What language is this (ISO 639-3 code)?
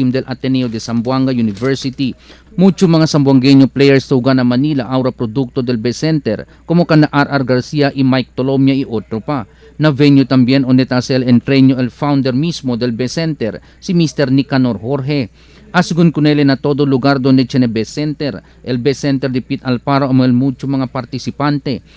cbk